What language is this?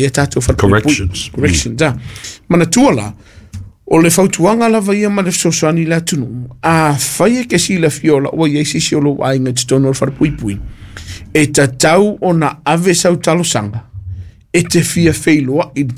Samoan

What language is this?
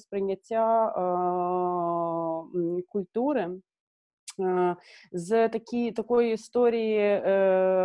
Ukrainian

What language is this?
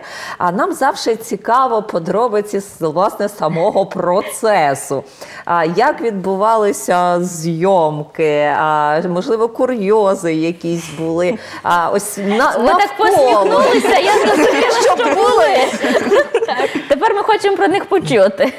Ukrainian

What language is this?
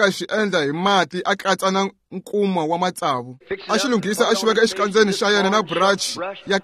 Tsonga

